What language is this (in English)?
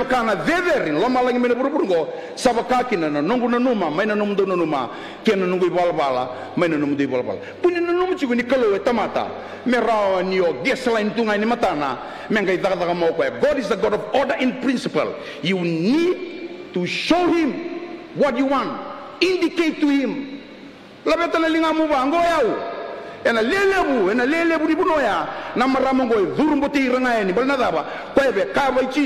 Fijian